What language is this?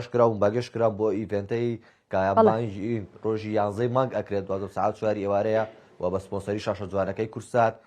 Central Kurdish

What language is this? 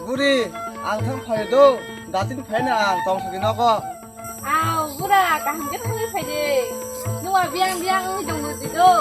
Kok Borok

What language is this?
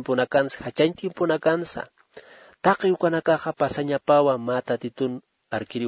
Aymara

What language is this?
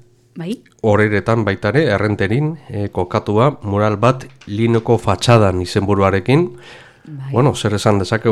Basque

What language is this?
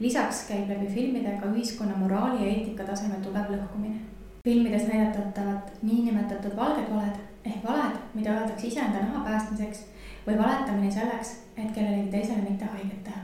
Estonian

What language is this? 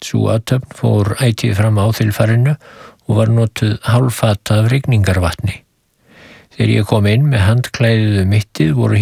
Icelandic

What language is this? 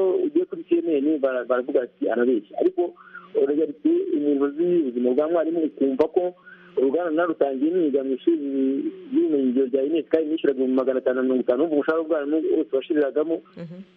Kinyarwanda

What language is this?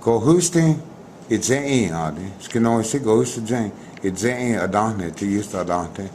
Cherokee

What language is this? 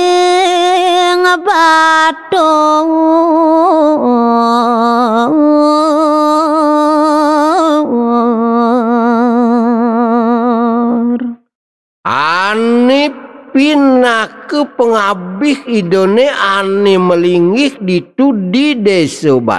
Balinese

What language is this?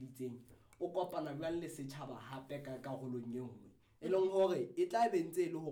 Southern Sotho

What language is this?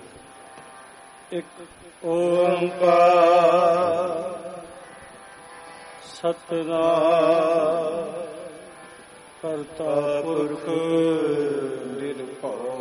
Punjabi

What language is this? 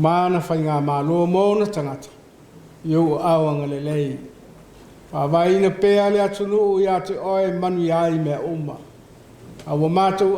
Samoan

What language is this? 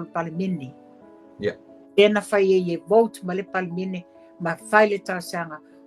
Samoan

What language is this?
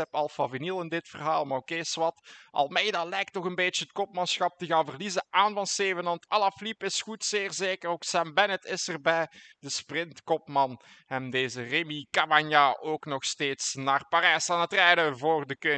Dutch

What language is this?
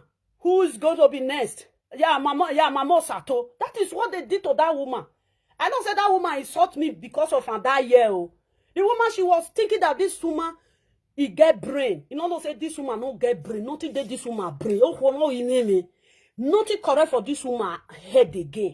Nigerian Pidgin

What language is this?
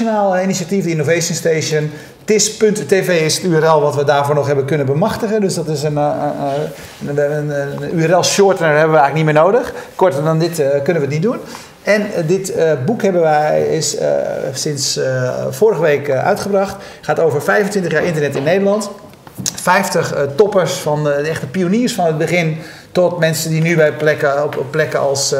Dutch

